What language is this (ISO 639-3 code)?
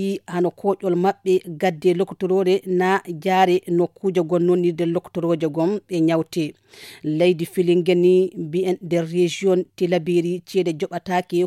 ful